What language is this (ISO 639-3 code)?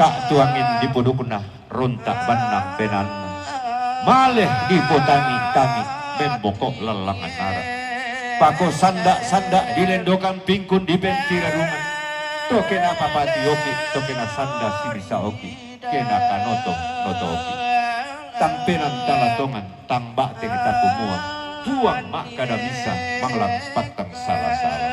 sda